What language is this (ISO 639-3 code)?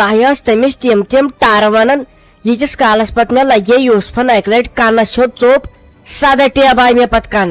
kas